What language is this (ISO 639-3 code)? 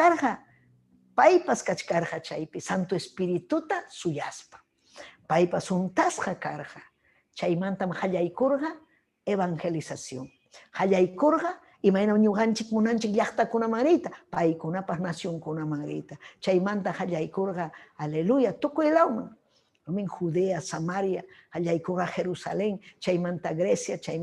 quy